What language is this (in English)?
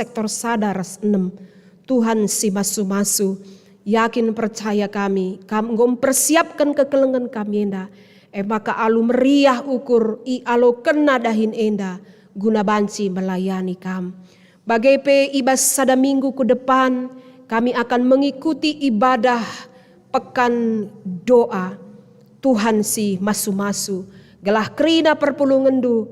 Batak Karo